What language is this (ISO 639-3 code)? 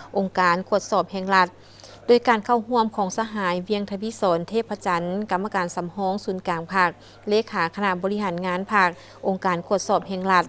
lao